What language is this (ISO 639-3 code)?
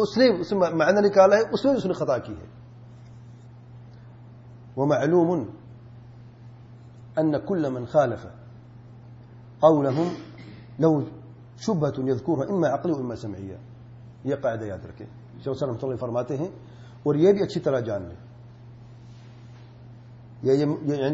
urd